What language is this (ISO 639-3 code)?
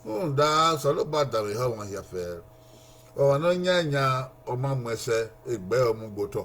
bin